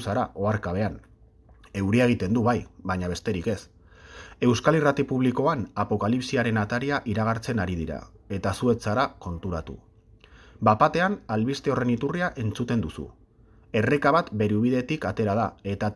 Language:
Basque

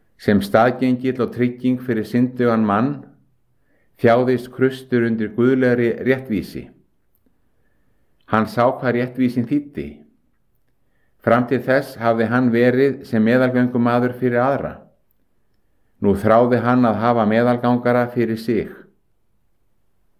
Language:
Icelandic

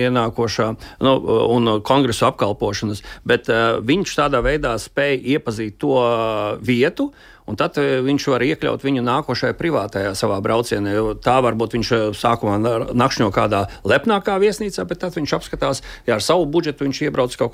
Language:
Latvian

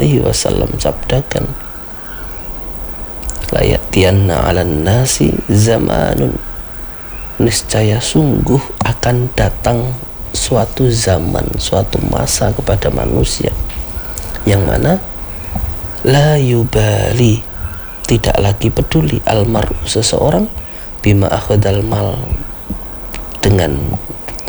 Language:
Indonesian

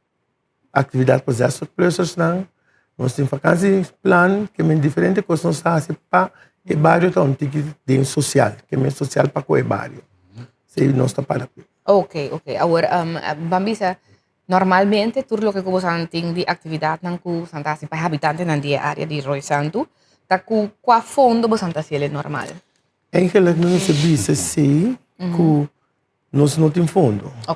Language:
Papiamento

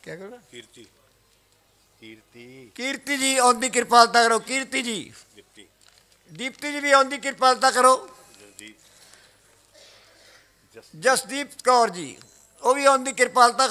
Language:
Punjabi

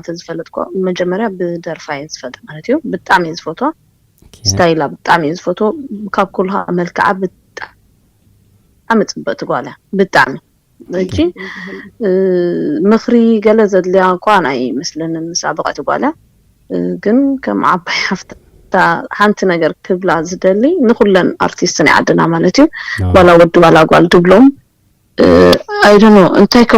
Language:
Tigrinya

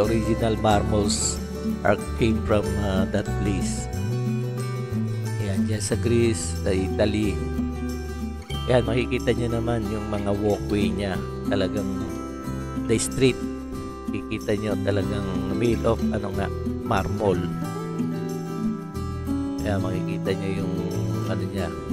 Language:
Filipino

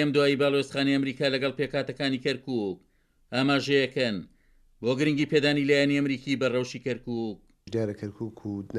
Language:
Central Kurdish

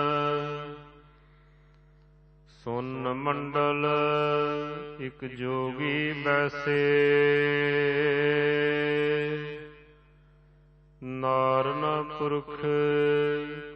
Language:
Punjabi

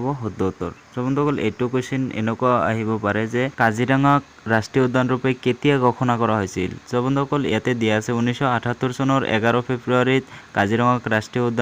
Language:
Assamese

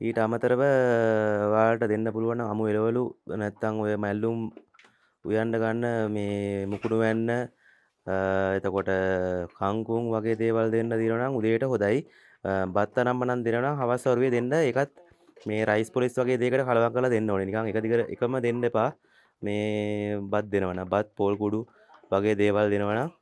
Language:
Sinhala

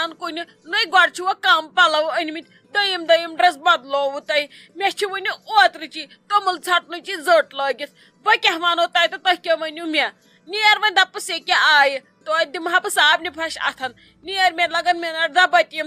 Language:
Kashmiri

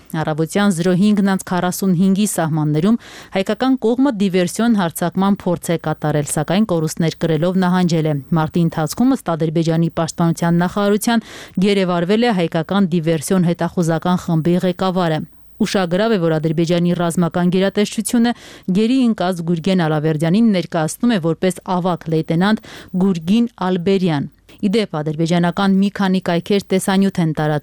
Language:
Armenian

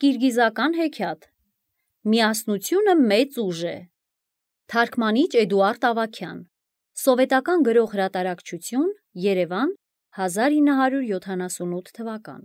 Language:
Armenian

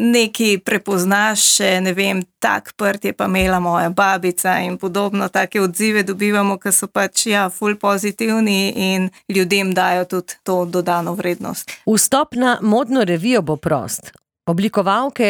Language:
Slovenian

